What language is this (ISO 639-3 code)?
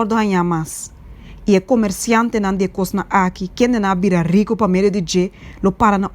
pap